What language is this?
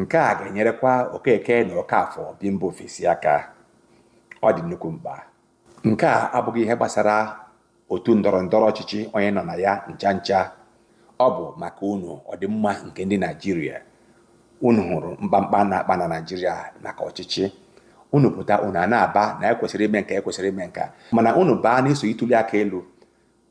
Igbo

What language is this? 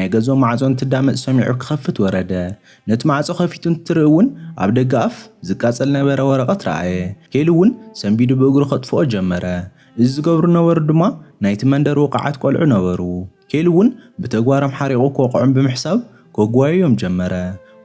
Tigrinya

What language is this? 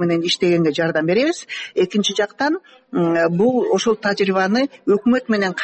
Kyrgyz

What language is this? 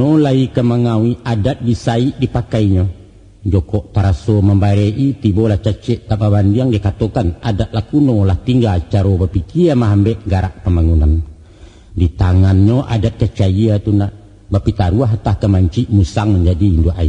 Minangkabau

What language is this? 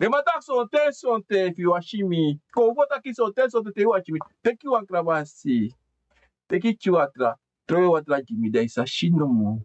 Sranan Tongo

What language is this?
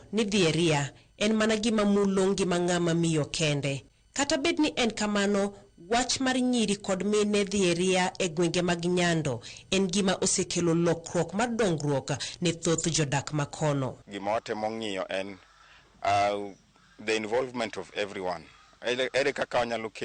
Luo (Kenya and Tanzania)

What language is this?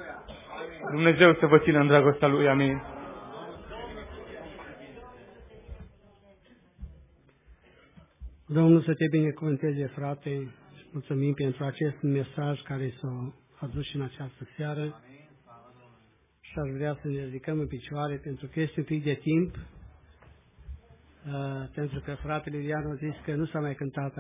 Romanian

